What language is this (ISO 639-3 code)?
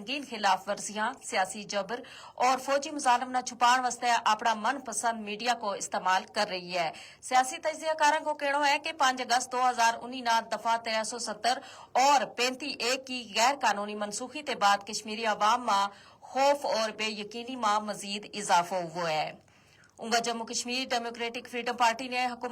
gju